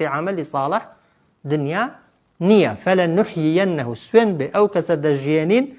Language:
Central Kurdish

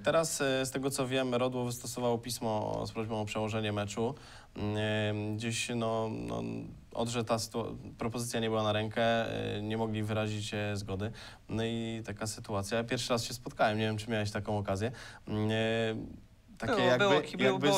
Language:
Polish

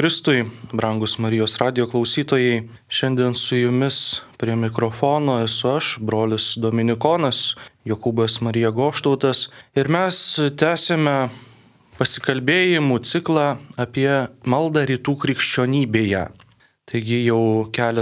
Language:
Lithuanian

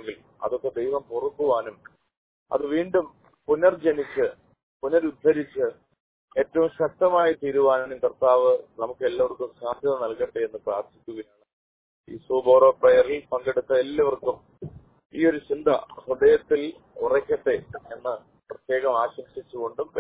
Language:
Malayalam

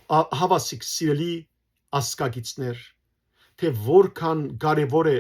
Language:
Western Armenian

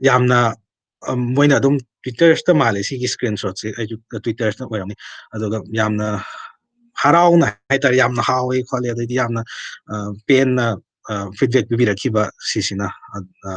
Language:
Manipuri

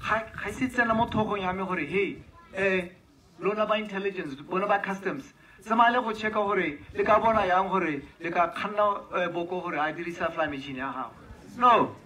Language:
Tswana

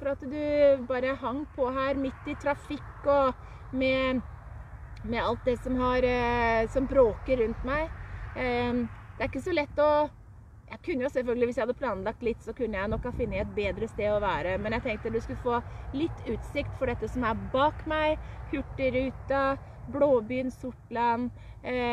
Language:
Norwegian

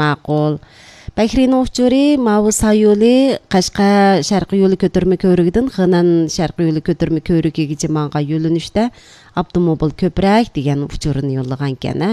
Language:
Uyghur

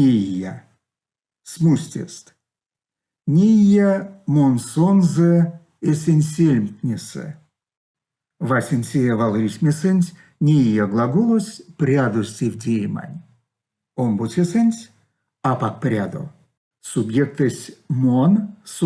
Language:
Erzya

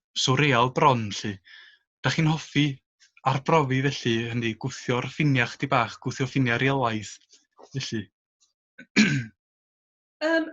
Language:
Welsh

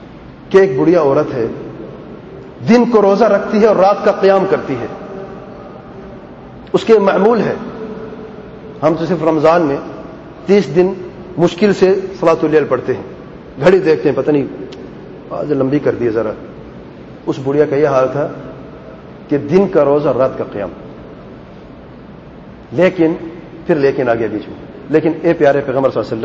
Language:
Urdu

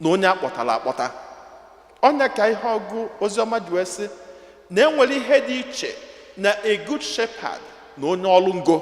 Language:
Igbo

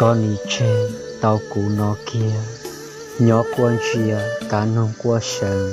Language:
Hmong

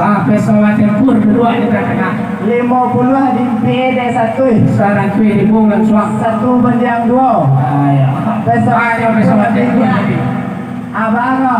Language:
Minangkabau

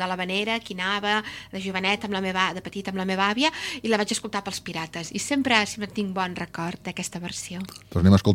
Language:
Catalan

